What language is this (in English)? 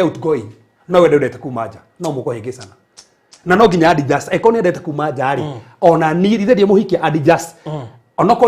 Kikuyu